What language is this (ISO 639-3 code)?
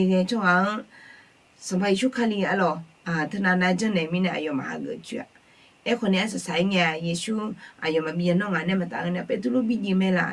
ahk